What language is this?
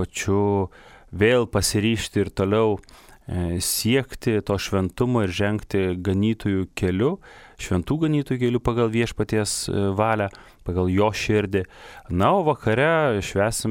Lithuanian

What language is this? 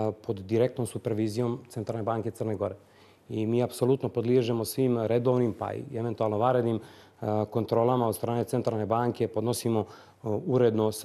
Bosnian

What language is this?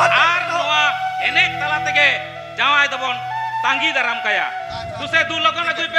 Santali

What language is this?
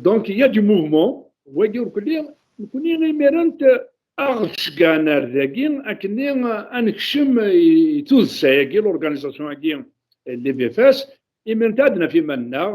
Kabyle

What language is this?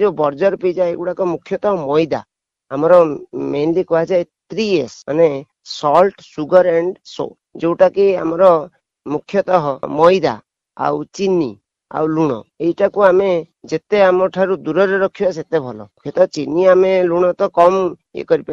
Odia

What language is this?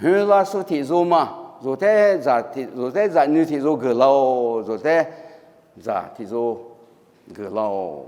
Lisu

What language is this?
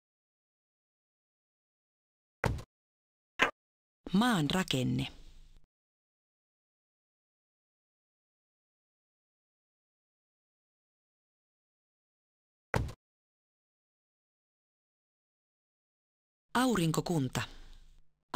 Finnish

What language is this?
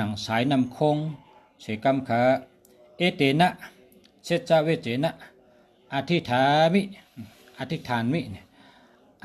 Shan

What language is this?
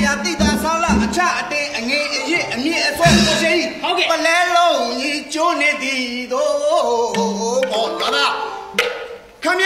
Burmese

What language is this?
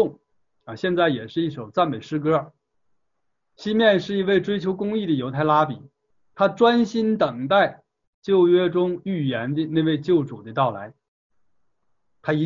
Chinese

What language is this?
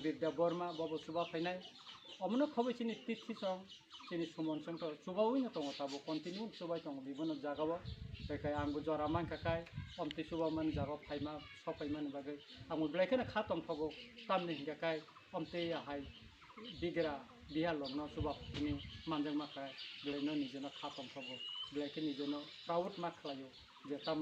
Kok Borok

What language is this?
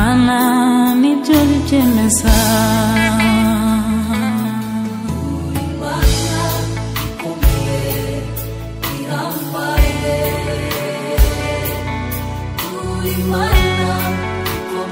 Kinyarwanda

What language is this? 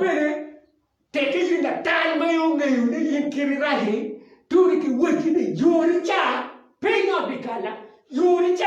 Acoli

